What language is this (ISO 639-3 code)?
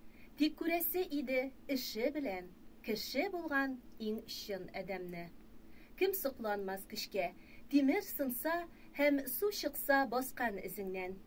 tat